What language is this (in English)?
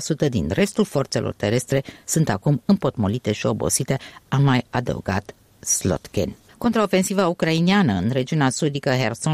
Romanian